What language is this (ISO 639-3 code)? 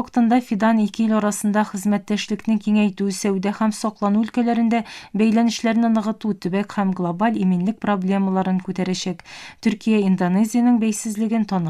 tat